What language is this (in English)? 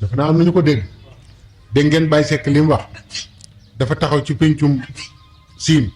Wolof